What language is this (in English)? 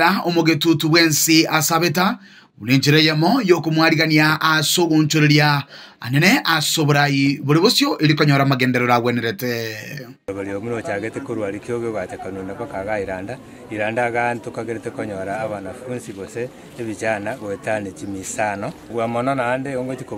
Gusii